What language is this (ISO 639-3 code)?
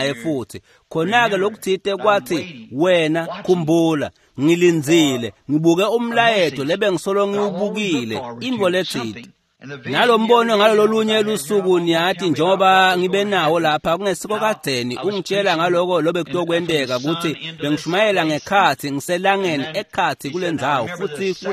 ssw